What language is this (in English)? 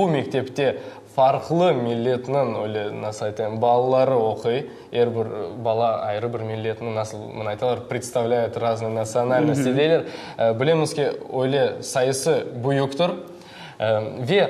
Crimean Tatar